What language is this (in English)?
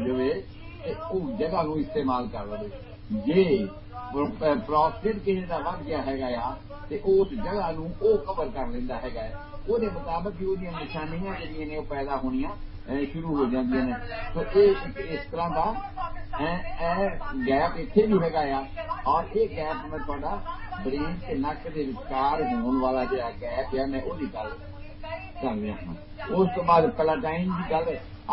Punjabi